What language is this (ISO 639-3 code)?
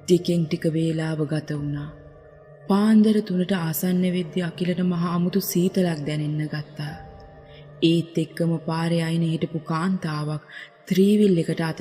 sin